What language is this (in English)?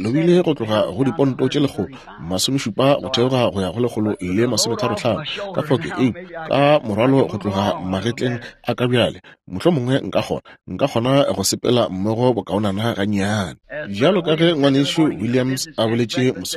Northern Sotho